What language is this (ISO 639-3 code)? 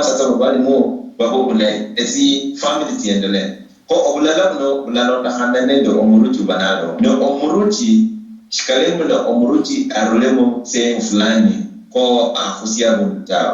luy